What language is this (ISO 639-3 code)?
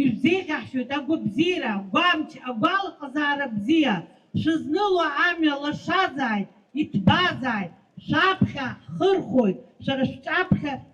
abk